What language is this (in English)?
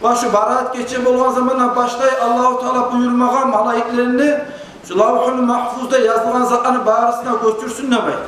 Kumyk